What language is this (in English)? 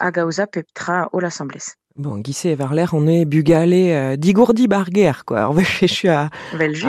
Breton